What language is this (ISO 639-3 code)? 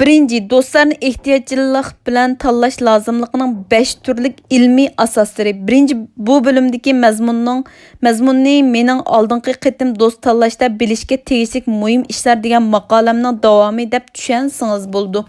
uig